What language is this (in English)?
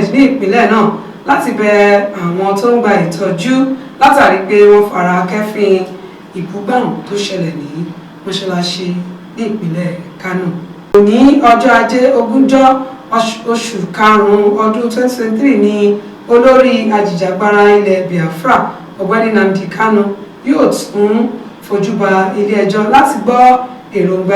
Yoruba